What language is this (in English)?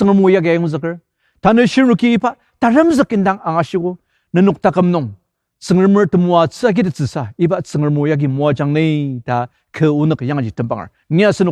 Ao Naga